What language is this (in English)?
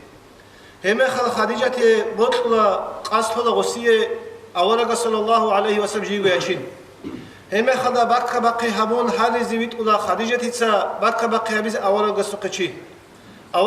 Avaric